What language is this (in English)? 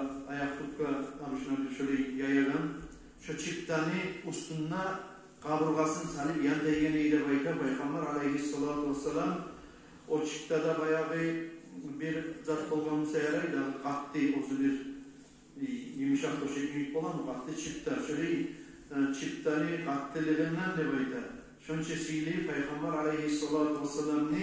Kumyk